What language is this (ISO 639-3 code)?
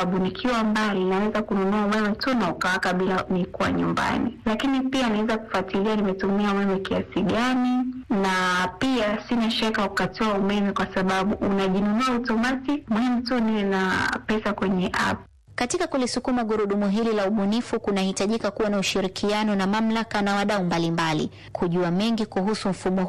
swa